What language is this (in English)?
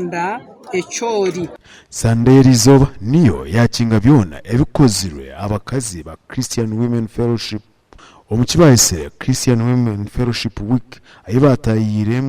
Nyankole